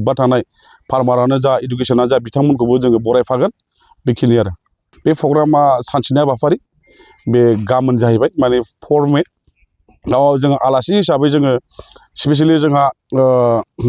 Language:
Bodo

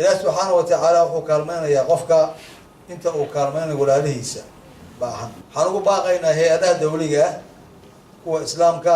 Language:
Somali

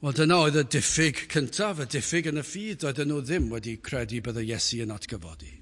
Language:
Welsh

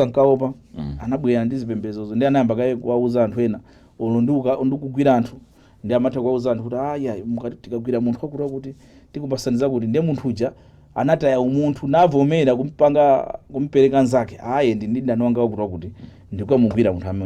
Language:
Nyanja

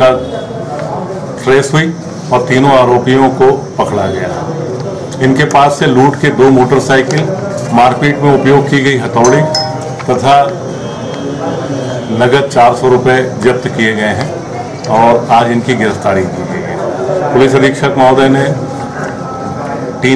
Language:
Hindi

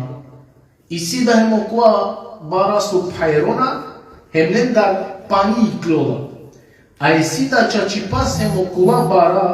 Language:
Balkan Romani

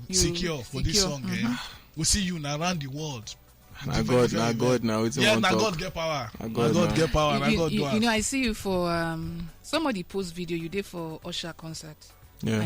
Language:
Nigerian Pidgin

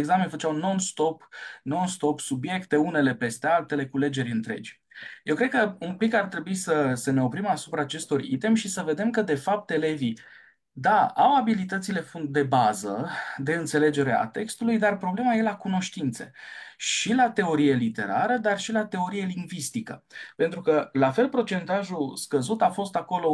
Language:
Romanian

